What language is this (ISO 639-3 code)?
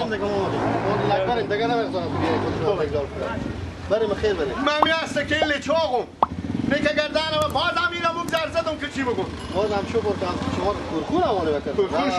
fas